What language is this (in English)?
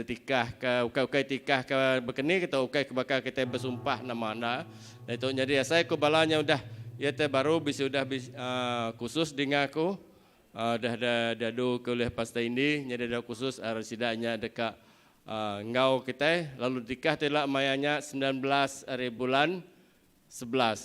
Iban